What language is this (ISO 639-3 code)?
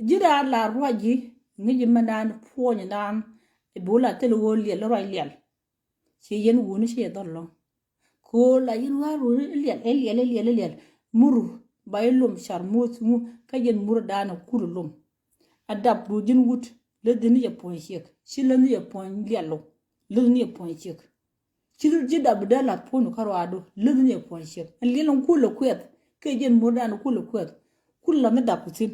nus